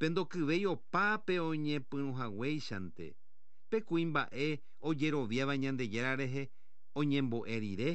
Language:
Guarani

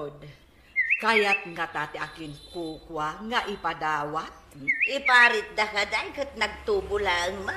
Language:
Iloko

